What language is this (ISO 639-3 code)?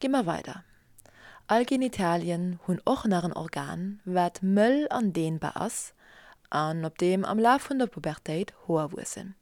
ltz